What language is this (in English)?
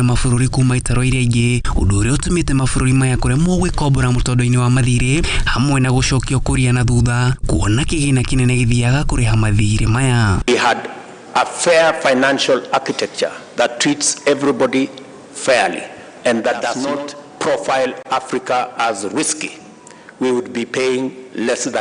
Kikuyu